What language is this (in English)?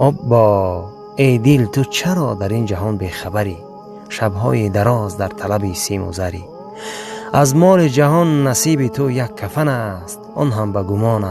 Tajik